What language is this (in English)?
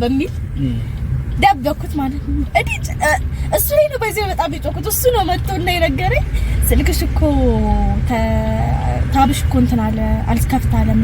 Amharic